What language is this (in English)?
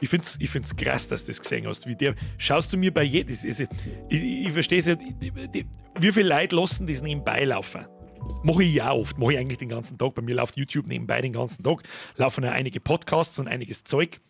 Bavarian